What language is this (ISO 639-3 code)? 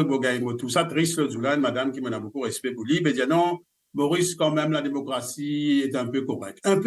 mfe